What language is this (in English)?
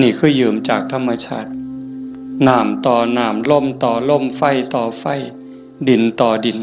Northeastern Thai